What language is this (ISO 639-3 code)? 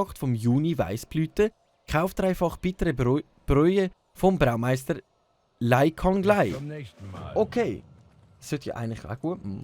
gsw